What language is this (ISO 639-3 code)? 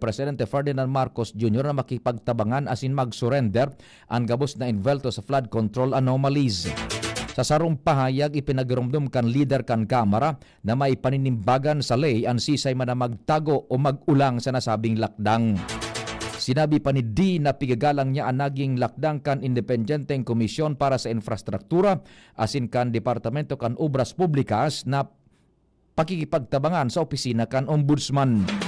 bik